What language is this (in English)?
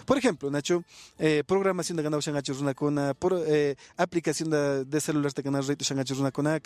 Imbabura Highland Quichua